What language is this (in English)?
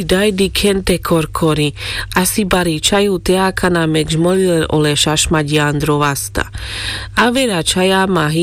Carpathian Romani